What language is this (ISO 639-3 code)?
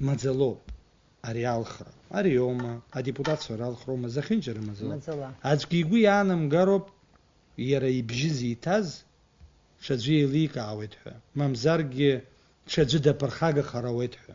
abk